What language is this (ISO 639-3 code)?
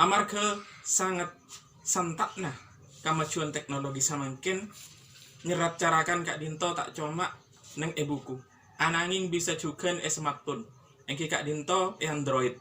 mad